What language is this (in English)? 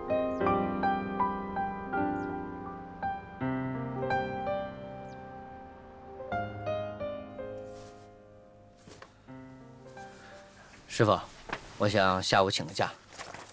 Chinese